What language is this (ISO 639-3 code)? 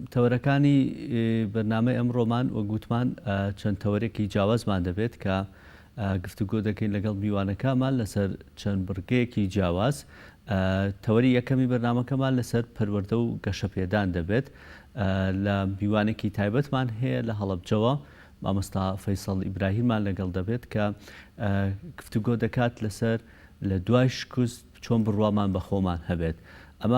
ckb